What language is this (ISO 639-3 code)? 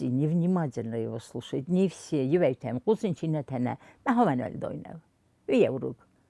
oss